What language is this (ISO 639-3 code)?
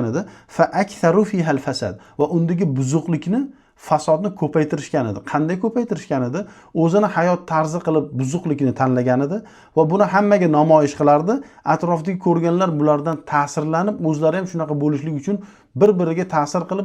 uzb